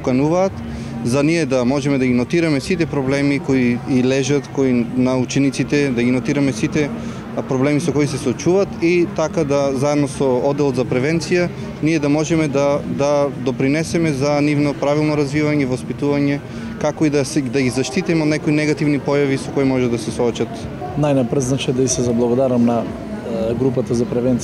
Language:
Macedonian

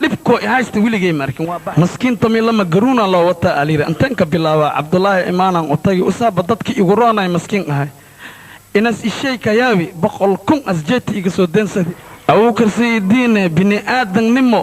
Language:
Somali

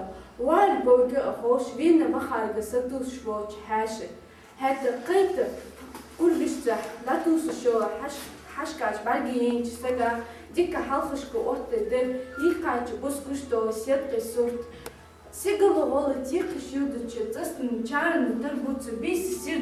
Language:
Ingush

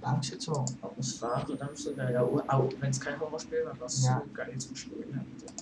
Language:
Swiss German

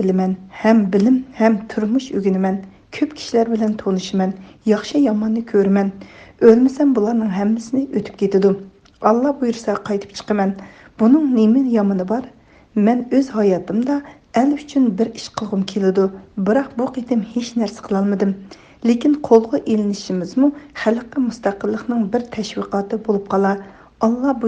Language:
Uyghur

